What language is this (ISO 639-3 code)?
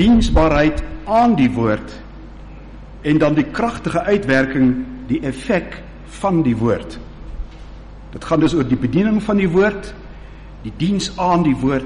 afr